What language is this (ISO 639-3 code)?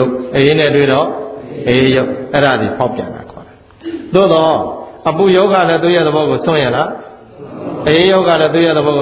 mya